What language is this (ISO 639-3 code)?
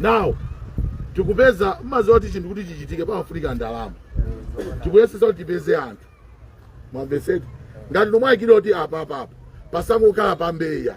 nya